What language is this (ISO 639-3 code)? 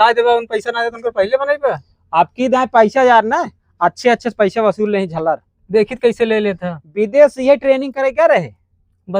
awa